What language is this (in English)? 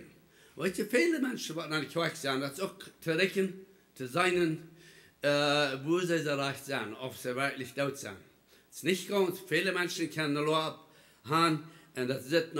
Plautdietsch